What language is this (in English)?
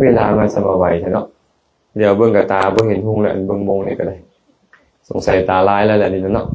Lao